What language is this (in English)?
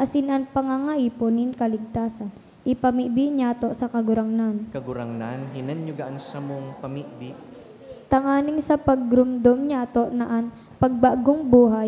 Bikol